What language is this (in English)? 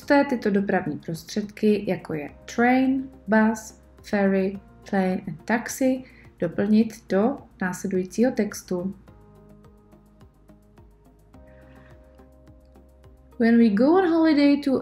Czech